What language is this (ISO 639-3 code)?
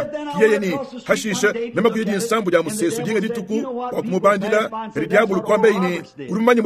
lua